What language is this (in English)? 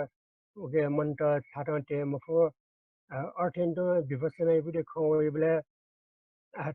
Newari